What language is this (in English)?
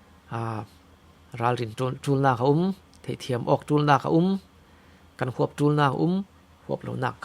Falam Chin